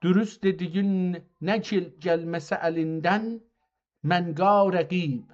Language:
South Azerbaijani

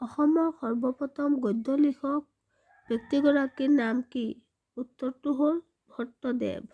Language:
Assamese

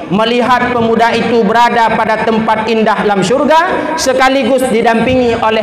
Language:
Achinese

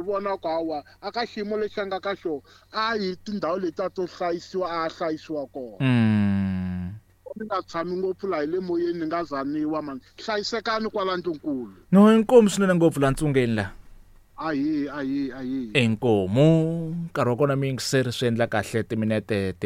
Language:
Tsonga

